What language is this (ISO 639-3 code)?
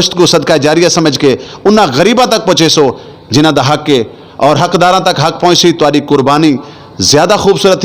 skr